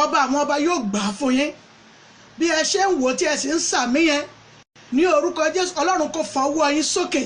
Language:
Yoruba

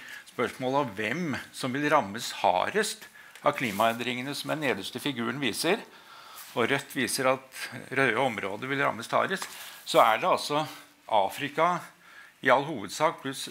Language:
Norwegian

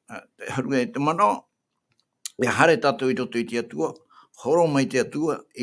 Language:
Tahitian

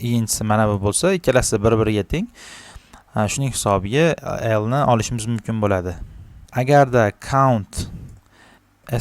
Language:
Uzbek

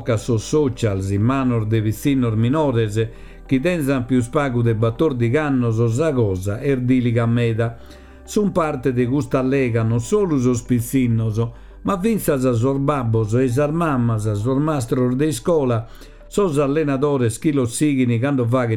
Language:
Sardinian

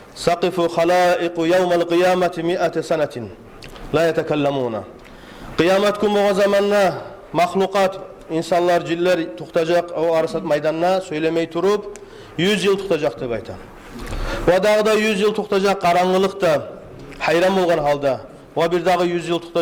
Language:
Kumyk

